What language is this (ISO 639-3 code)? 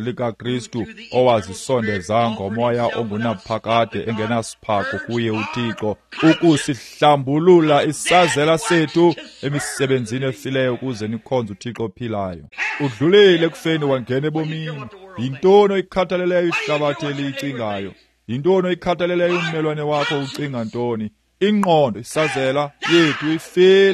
xho